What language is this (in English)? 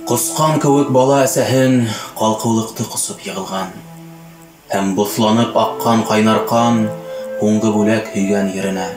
Bashkir